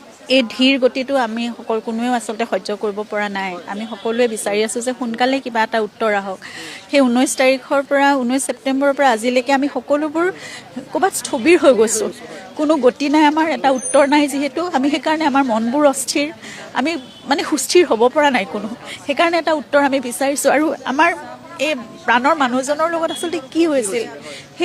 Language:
Assamese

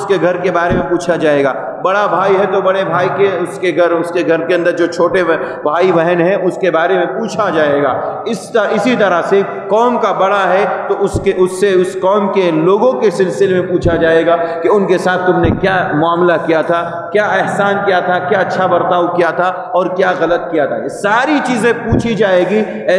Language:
Urdu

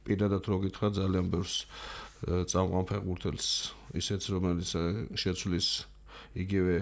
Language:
Georgian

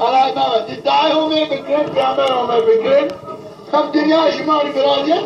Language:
Zaza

